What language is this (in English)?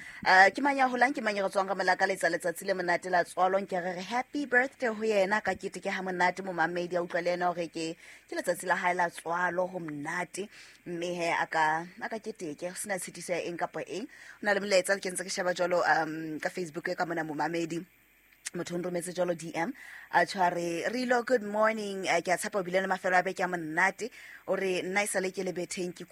Southern Sotho